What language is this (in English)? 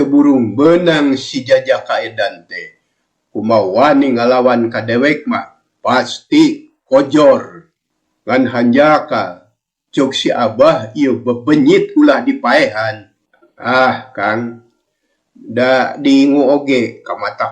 Sundanese